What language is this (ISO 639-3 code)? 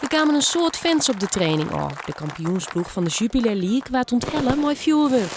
fry